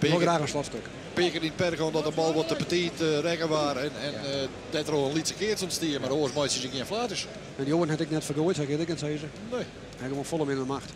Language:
Western Frisian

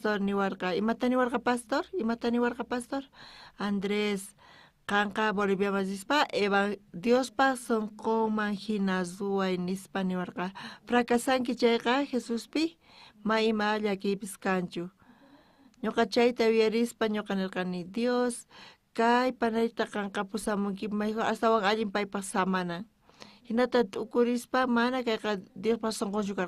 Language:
South Bolivian Quechua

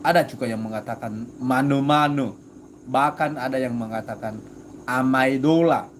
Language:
Nias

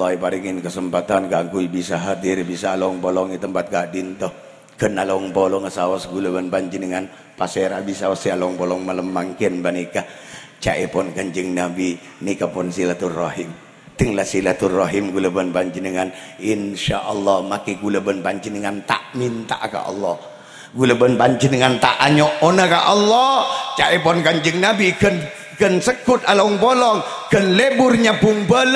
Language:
Madurese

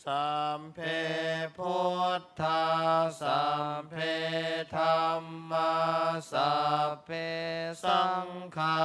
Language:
Pali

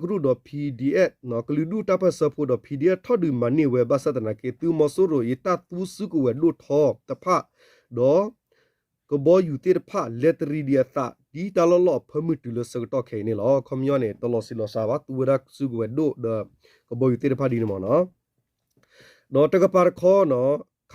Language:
S'gaw Karen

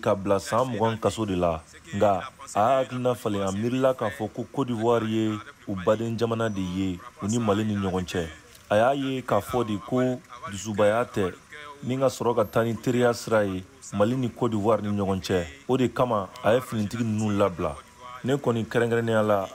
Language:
Bambara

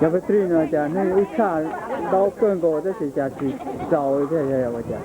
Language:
Hmong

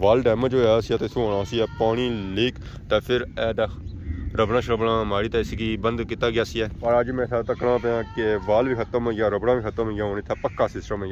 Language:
Pahari-Potwari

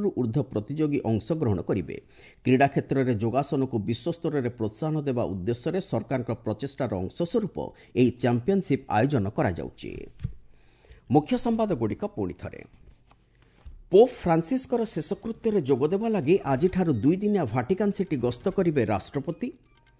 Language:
Odia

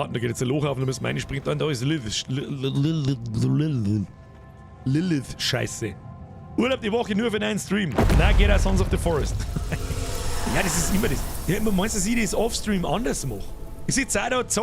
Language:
Bavarian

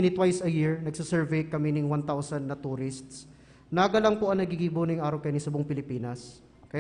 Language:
Bikol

